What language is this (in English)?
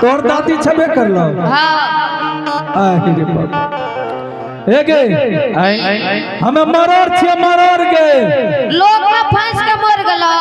Angika